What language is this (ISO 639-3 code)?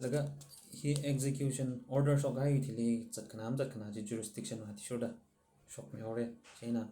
nmf